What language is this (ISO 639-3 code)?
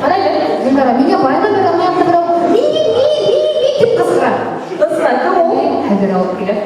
bak